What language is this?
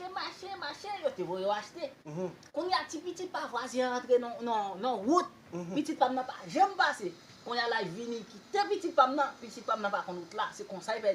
Haitian Creole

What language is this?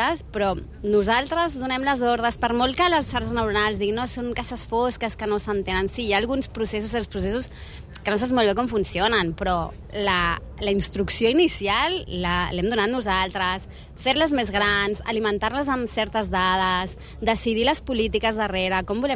Catalan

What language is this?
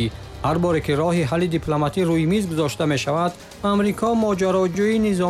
Tajik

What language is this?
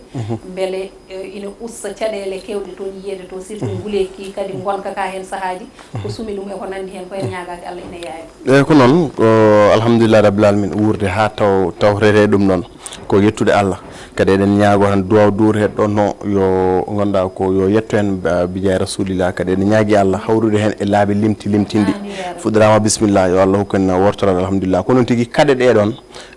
Fula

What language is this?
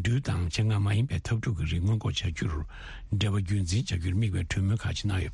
Tibetan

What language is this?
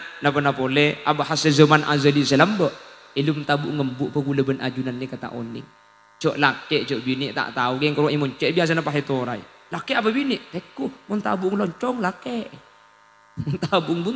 Madurese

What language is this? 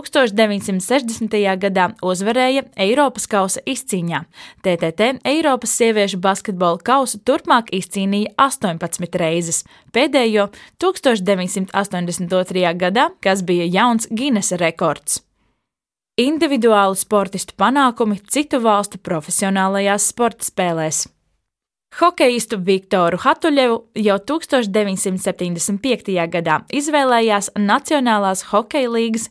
Latvian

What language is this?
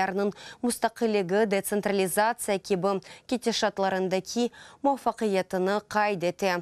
Crimean Tatar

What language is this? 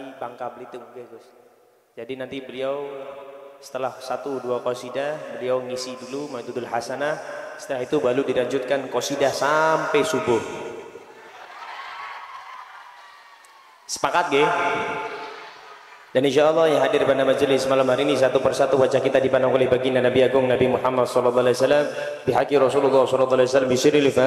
Indonesian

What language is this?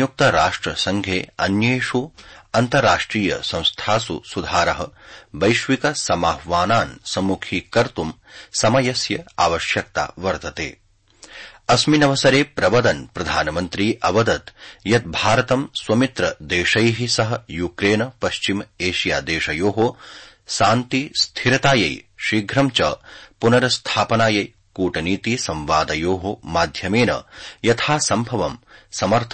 Sanskrit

